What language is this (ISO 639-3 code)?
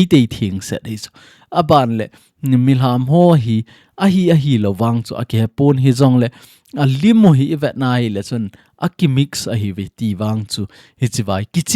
tcz